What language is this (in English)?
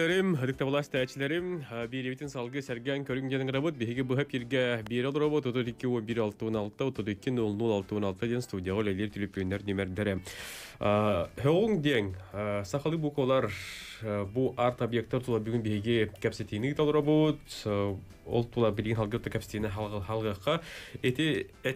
Yakut